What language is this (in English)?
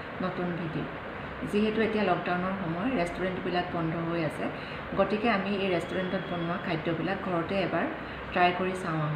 Assamese